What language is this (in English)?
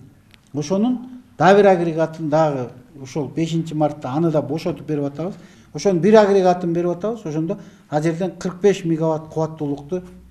Kyrgyz